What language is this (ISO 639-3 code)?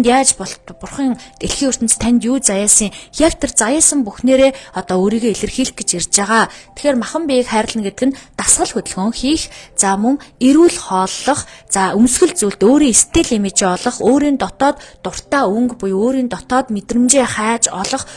mon